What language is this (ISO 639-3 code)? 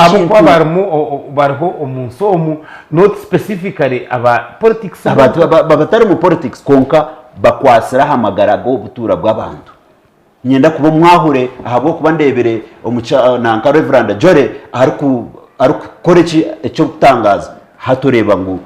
nyn